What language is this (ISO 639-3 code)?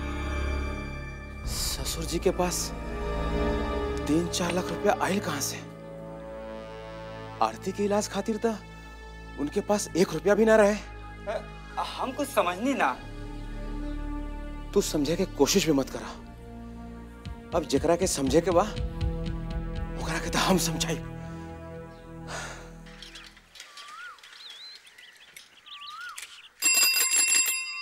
bho